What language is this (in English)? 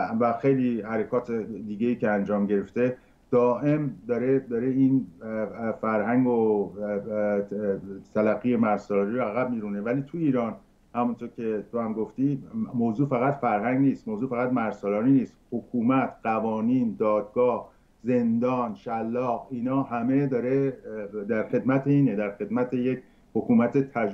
Persian